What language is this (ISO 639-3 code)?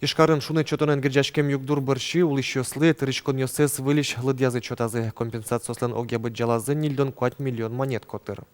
udm